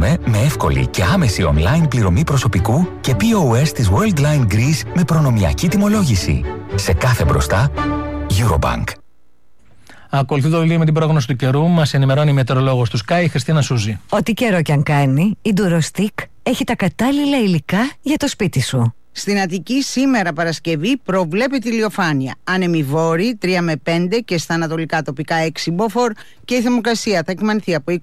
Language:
Greek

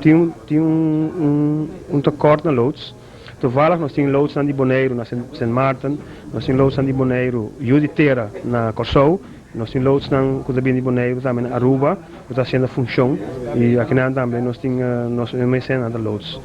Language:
Papiamento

